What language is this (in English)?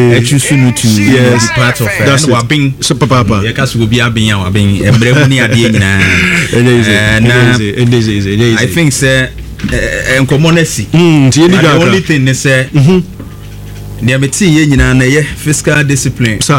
Akan